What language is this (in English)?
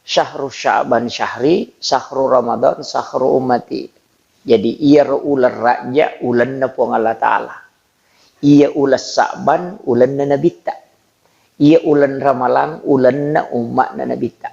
Buginese